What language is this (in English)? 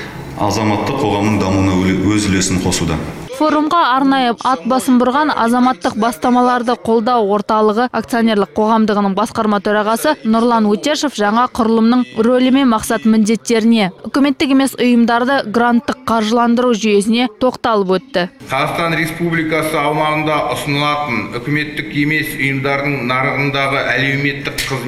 Kazakh